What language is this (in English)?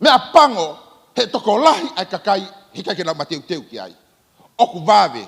Tongan